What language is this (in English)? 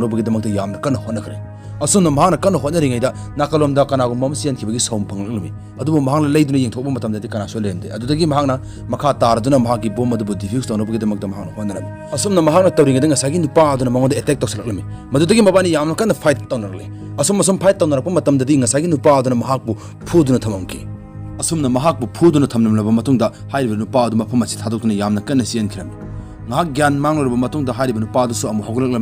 Manipuri